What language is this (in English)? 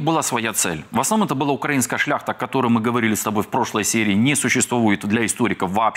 Russian